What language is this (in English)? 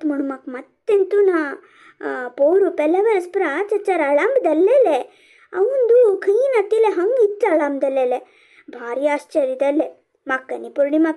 Konkani